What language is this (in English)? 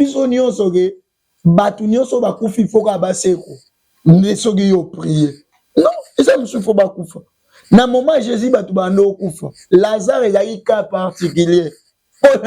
Lingala